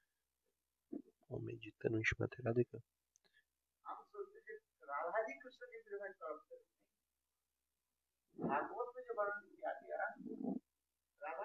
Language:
Portuguese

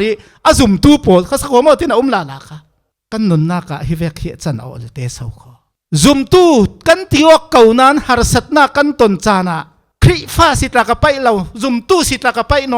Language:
Falam Chin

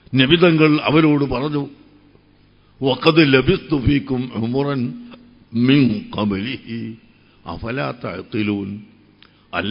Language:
Malayalam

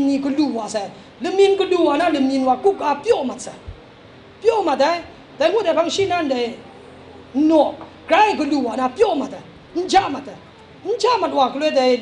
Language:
Kachin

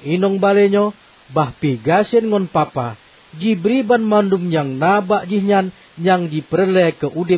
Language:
Achinese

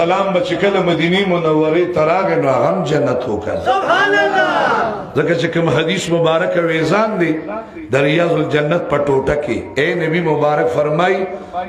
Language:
Pashto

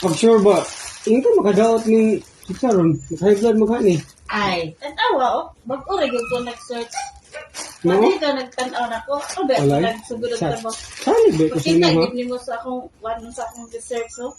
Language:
Cebuano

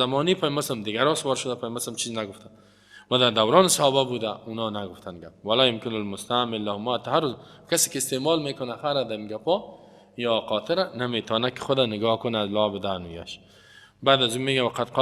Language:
Persian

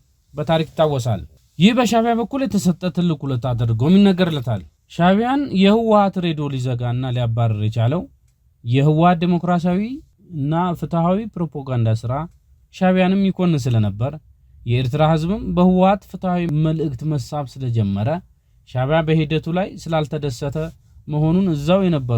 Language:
Amharic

